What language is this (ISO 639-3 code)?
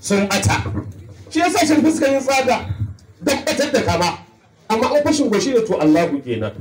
hau